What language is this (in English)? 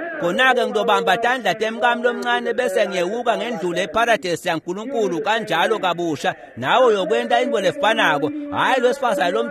Swati